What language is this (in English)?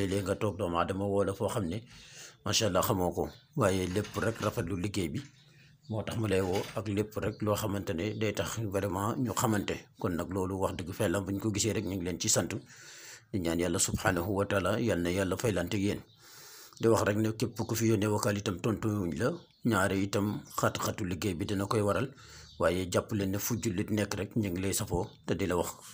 Wolof